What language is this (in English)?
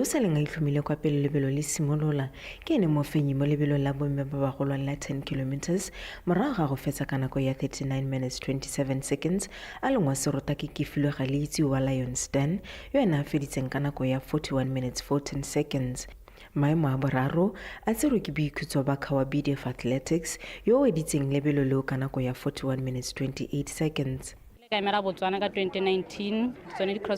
Tswana